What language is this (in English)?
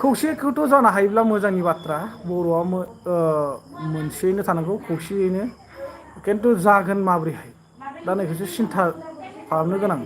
Bodo